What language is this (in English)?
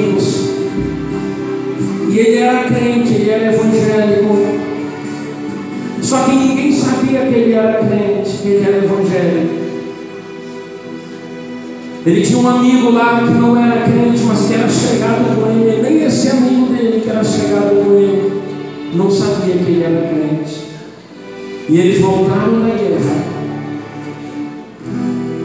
Portuguese